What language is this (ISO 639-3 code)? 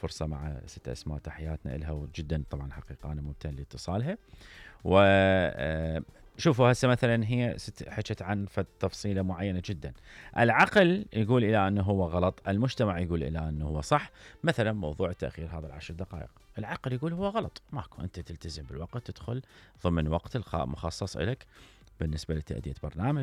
acm